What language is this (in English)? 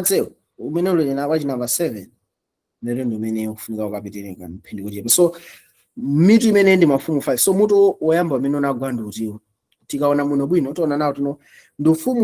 Nyanja